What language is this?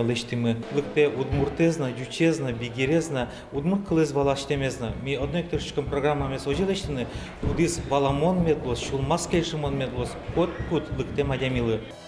Udmurt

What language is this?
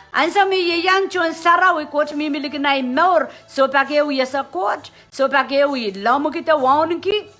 Pohnpeian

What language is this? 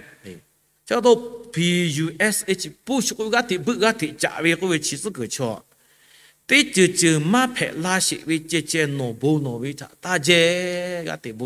Lahu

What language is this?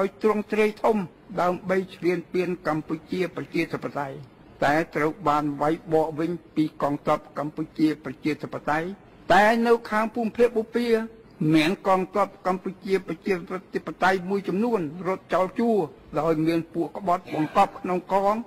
Khmer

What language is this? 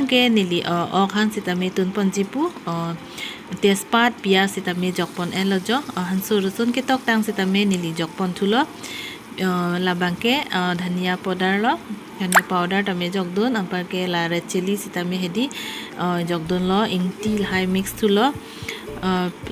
Karbi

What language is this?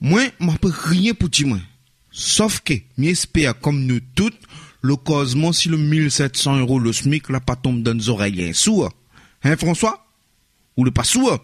Réunion Creole French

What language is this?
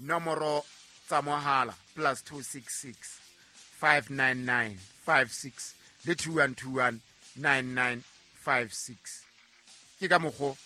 Southern Sotho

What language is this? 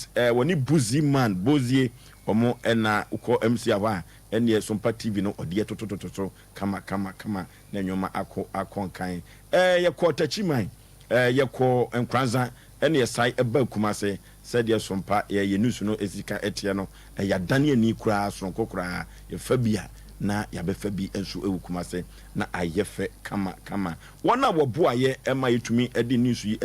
Akan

